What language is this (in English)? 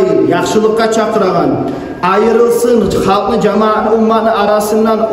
Kumyk